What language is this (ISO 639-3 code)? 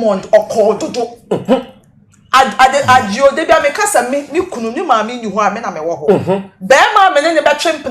aka